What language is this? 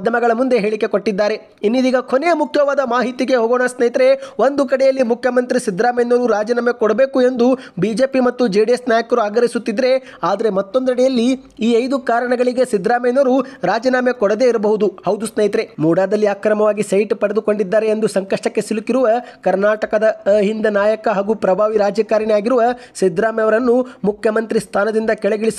Kannada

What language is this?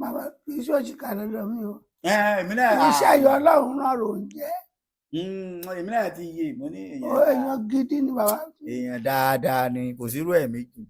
Yoruba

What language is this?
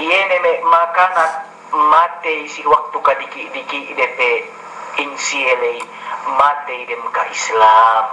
Yakan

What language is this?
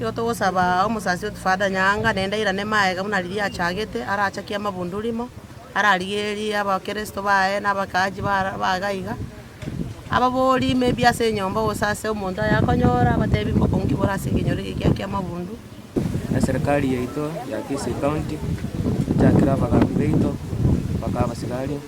Gusii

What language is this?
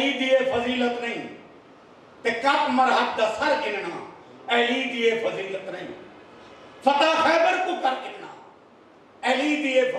Saraiki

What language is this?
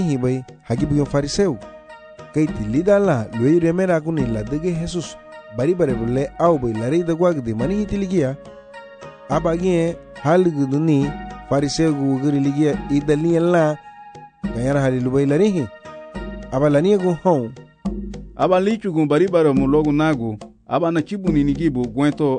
Garifuna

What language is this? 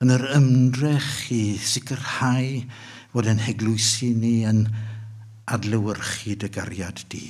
Welsh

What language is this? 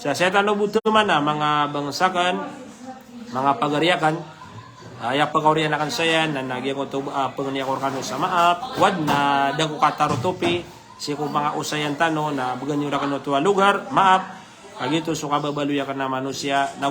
Maranao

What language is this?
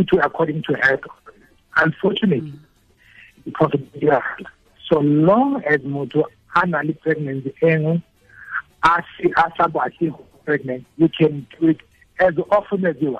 Tswana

